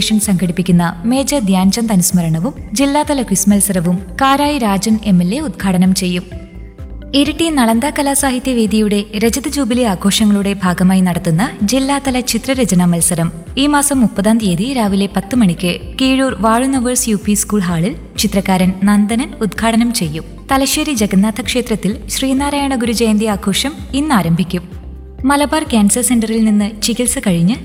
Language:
Malayalam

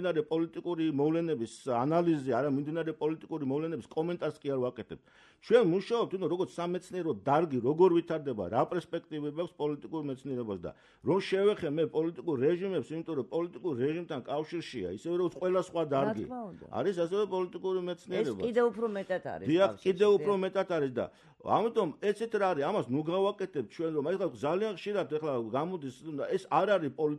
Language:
Georgian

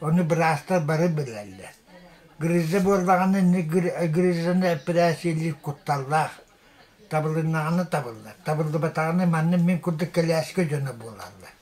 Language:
Yakut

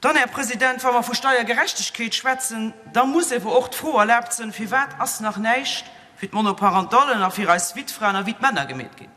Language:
Luxembourgish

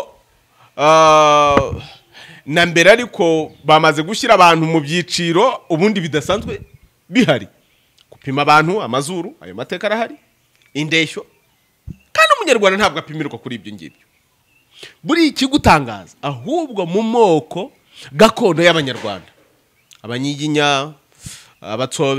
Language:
Kinyarwanda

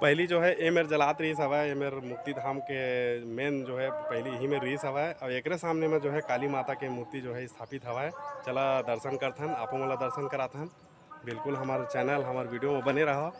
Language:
Chhattisgarhi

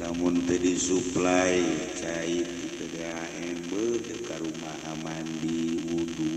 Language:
Sundanese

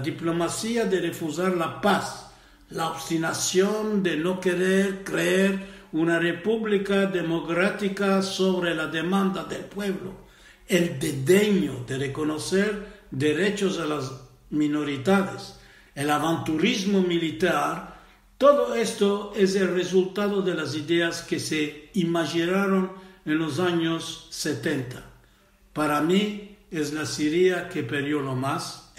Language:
Ladino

